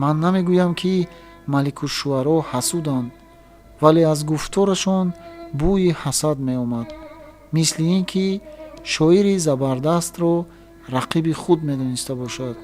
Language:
Tajik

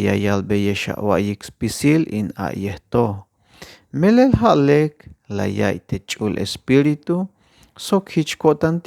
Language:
Tzeltal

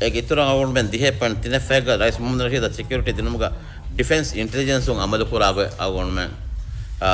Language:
Divehi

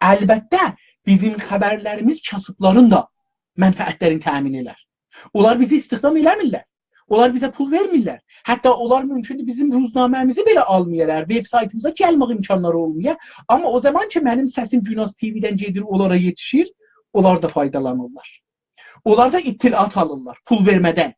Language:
South Azerbaijani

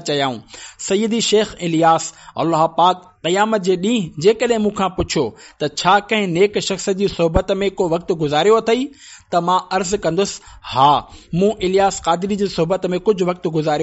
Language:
Sindhi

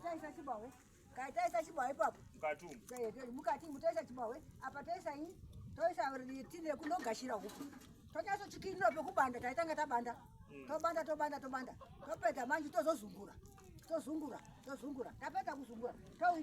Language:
Shona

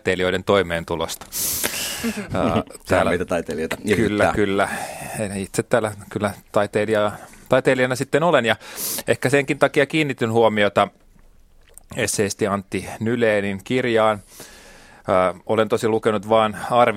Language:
Finnish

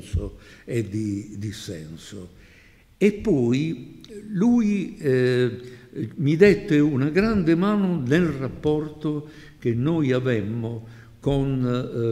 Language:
Italian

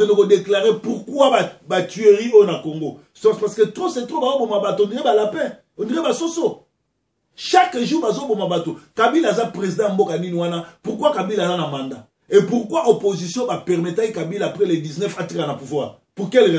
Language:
Lingala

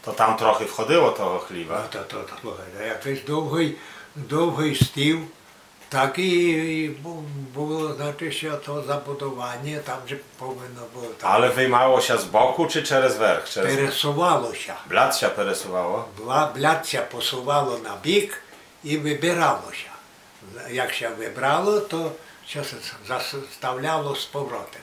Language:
Rusyn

